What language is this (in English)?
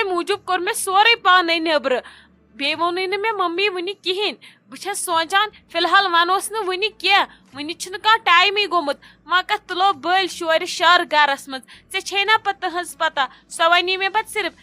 Kashmiri